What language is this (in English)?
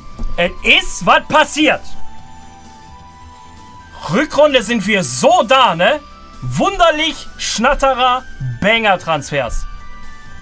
German